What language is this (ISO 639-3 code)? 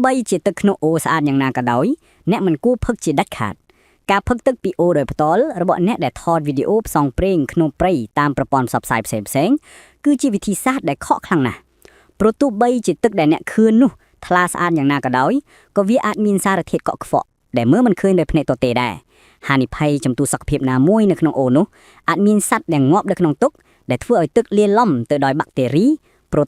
khm